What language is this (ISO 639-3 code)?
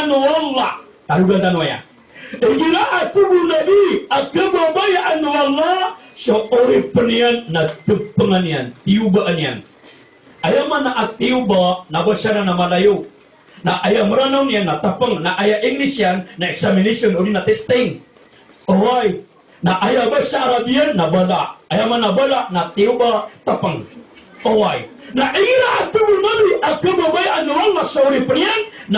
mrw